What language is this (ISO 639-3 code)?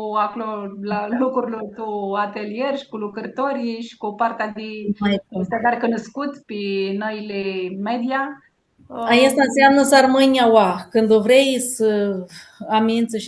rup